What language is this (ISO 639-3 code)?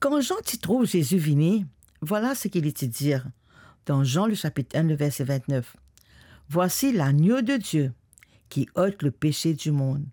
mfe